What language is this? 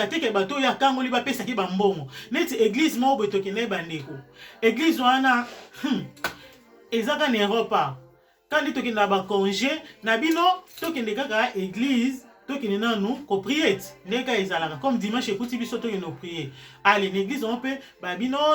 Lingala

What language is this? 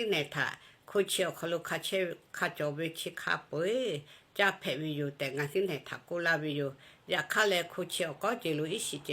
Lahu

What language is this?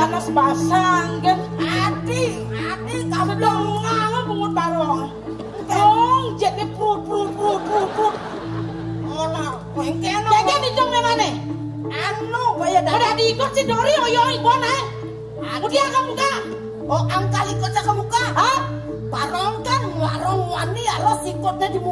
Balinese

